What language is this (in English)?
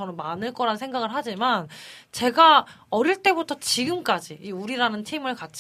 Korean